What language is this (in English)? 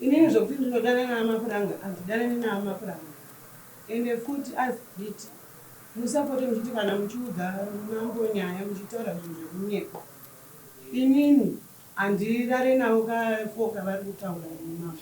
Shona